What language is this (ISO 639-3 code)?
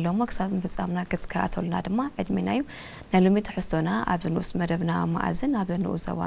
tir